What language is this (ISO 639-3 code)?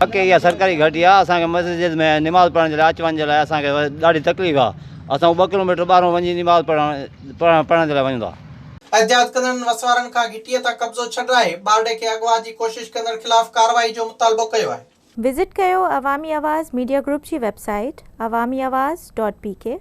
snd